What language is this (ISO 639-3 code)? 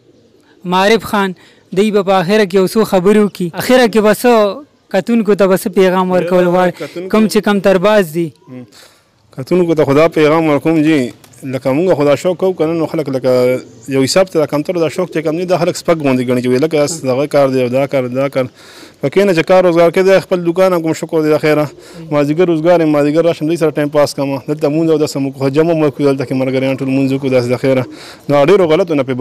pus